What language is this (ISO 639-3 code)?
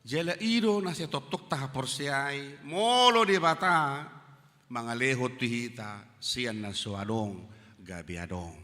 bbc